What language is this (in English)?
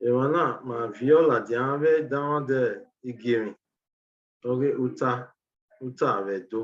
Bini